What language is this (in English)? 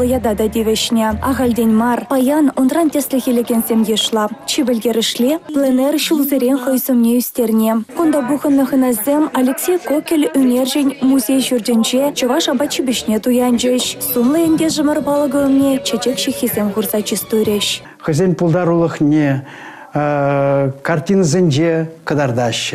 Chuvash